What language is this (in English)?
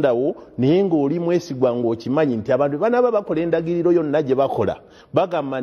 Ganda